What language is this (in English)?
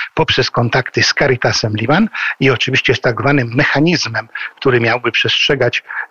Polish